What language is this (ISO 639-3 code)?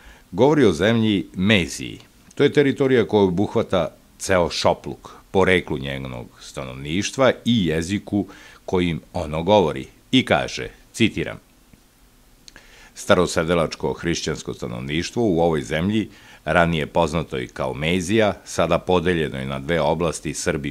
srp